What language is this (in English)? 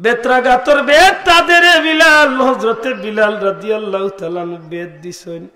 Sylheti